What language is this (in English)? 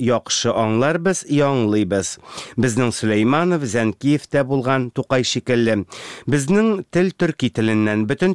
Tatar